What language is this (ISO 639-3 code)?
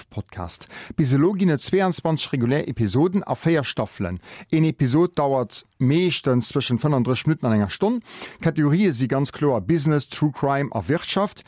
ltz